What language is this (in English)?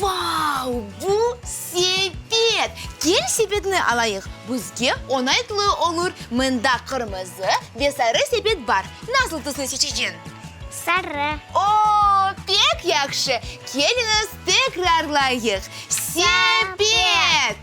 Crimean Tatar